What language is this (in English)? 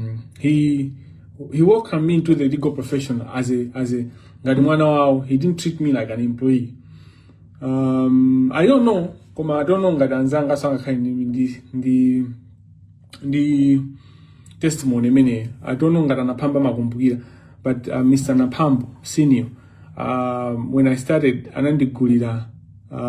Nyanja